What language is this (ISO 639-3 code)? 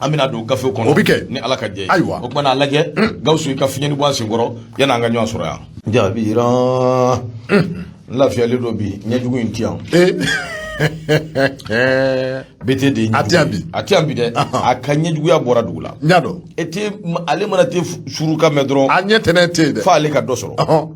bam